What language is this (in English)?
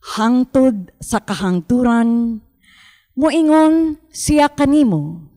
Cebuano